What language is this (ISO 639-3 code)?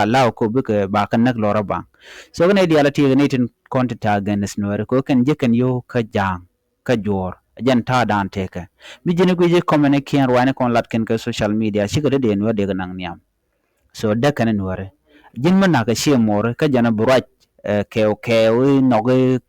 nus